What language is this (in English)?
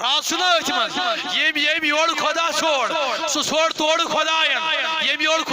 Kashmiri